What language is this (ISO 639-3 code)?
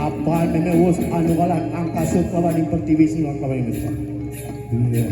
ban